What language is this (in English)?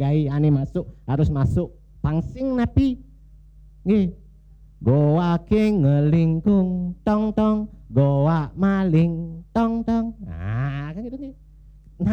Balinese